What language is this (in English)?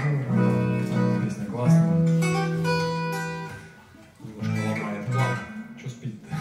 Russian